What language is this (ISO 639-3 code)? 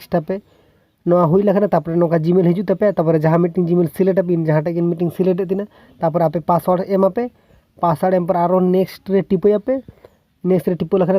sat